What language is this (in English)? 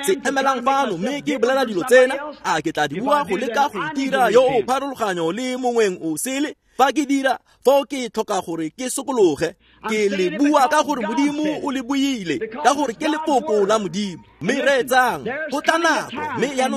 Tswana